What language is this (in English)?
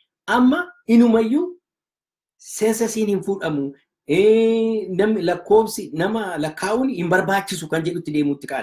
Oromo